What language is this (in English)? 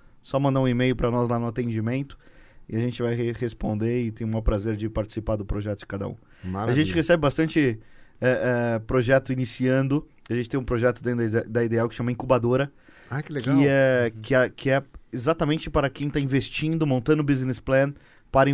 Portuguese